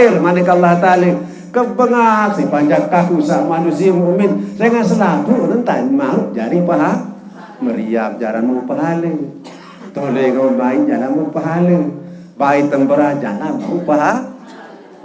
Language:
Sasak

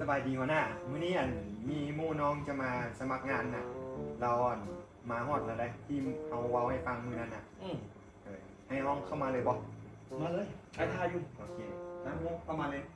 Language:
Lao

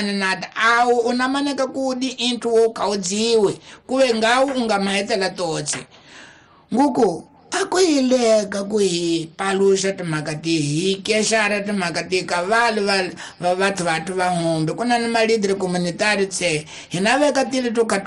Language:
Tsonga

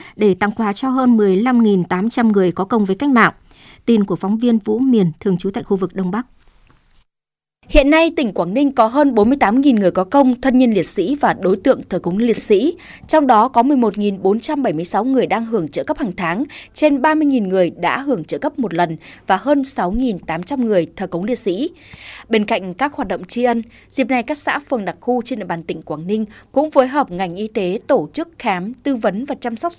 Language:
Vietnamese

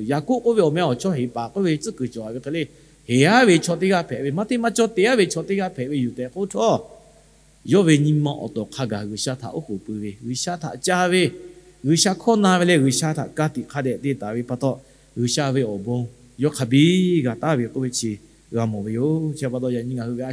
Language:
Lahu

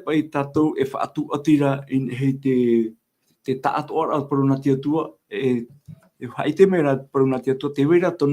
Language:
Tahitian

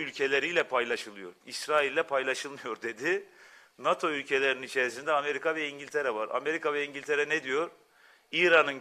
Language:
Turkish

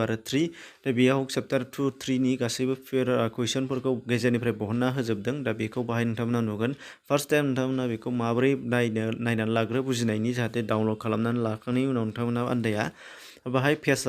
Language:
Bodo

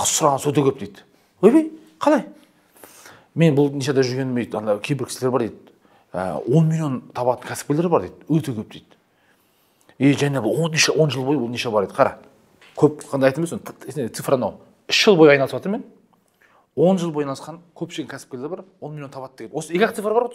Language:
Kazakh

